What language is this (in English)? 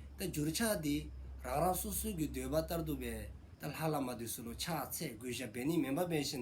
Dzongkha